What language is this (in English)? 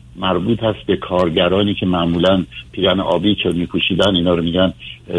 Persian